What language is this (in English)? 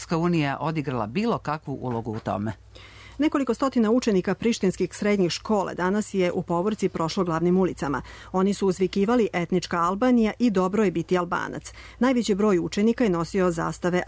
Serbian